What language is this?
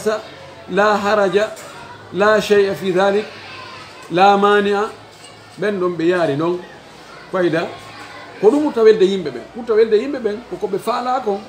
Fula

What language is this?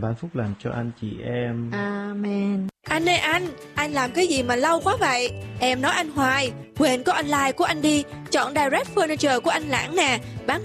Vietnamese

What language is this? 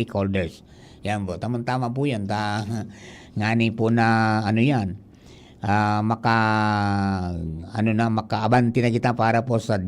Bikol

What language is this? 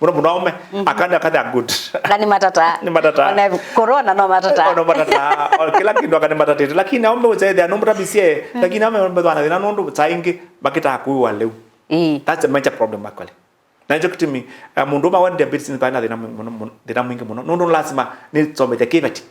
Kamba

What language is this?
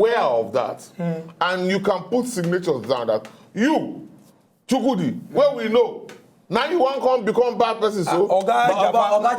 Nigerian Pidgin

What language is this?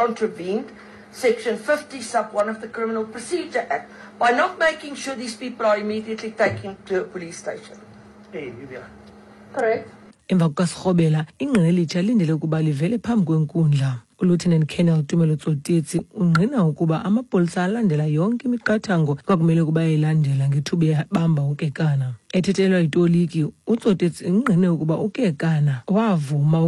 Xhosa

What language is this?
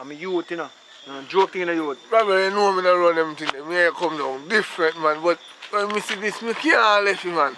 Jamaican Creole English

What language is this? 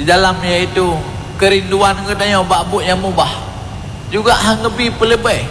Achinese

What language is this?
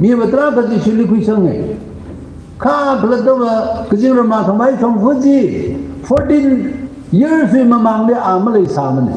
Tangkhul Naga (India)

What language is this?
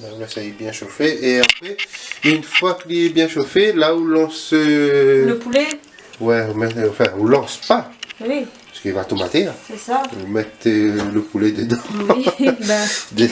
Réunion Creole French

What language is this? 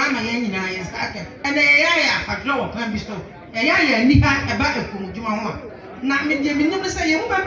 Akan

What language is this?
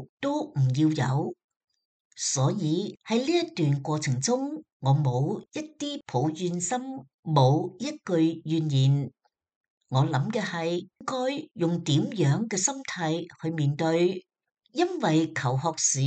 Cantonese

